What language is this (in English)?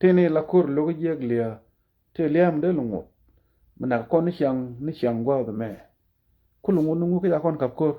Nuer